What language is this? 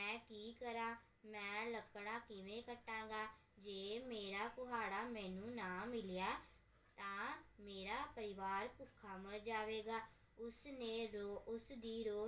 Punjabi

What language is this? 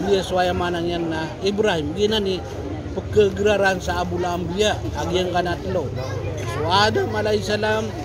Maranao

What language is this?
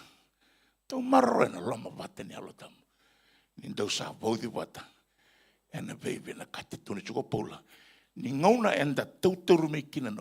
Fijian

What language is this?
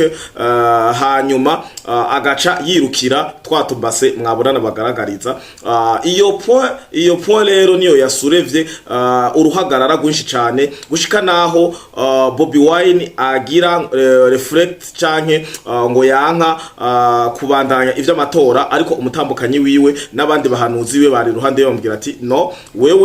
Rundi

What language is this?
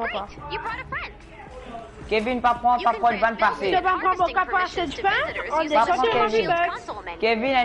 Morisyen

